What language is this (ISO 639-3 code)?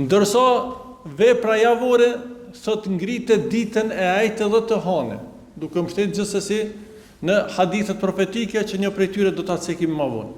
sqi